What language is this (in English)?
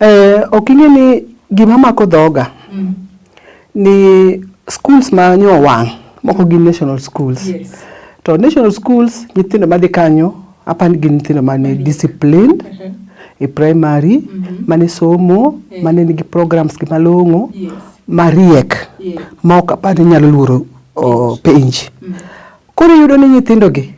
Luo (Kenya and Tanzania)